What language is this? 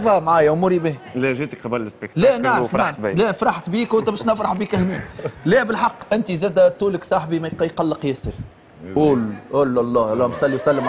Tunisian Arabic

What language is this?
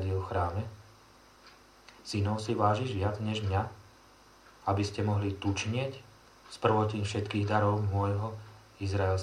Slovak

